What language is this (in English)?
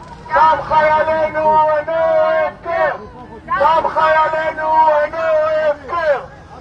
Hebrew